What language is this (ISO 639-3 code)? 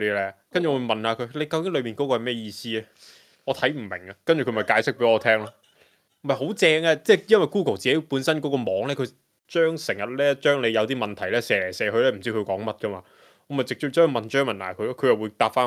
yue